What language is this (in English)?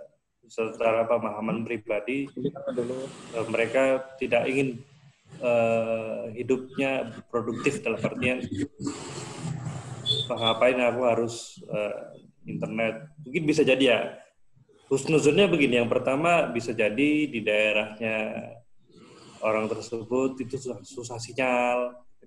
Indonesian